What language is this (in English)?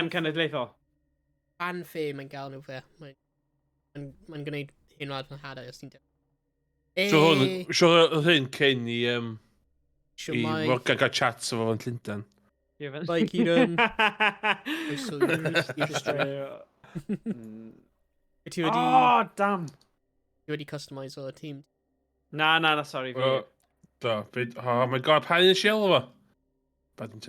Welsh